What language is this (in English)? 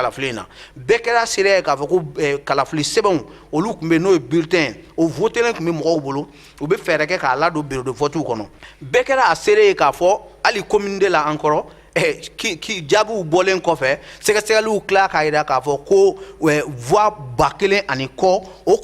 Bambara